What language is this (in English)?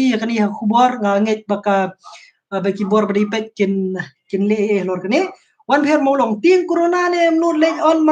Khasi